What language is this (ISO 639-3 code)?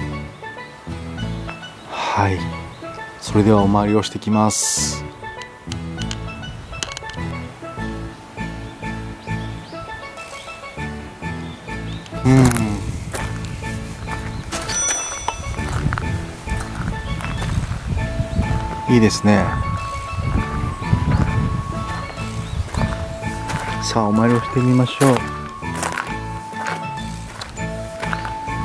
jpn